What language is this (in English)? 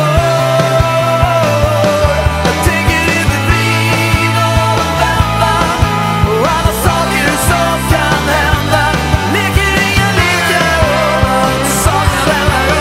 Swedish